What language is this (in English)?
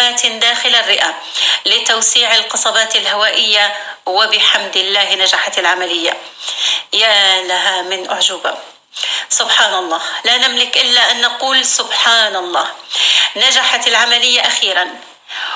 North Levantine Arabic